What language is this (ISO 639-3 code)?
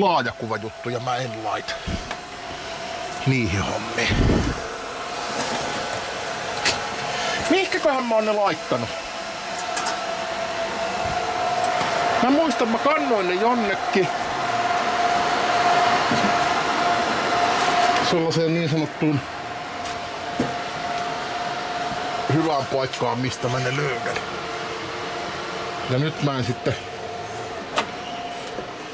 fin